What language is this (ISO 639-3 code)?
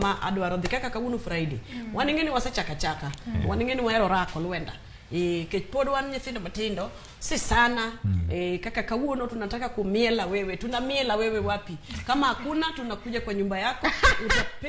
luo